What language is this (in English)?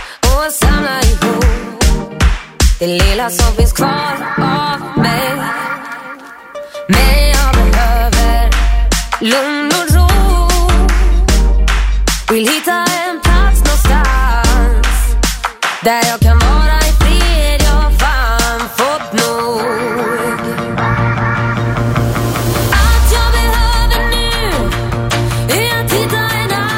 Swedish